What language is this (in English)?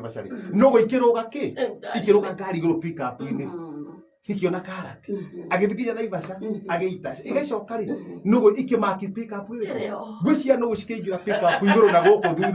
Kikuyu